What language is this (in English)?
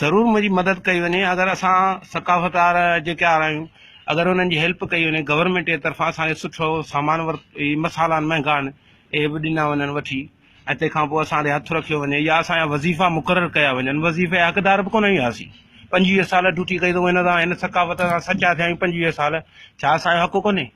Sindhi